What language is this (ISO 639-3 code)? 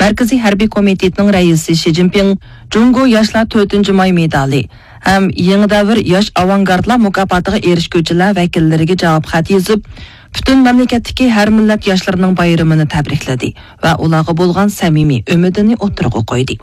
uig